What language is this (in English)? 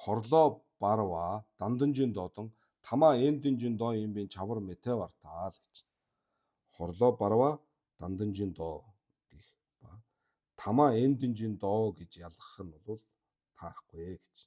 Mongolian